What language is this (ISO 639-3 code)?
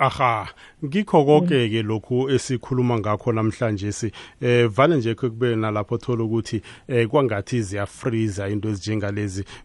nbl